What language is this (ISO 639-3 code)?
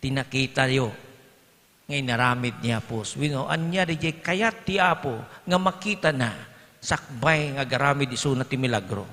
ilo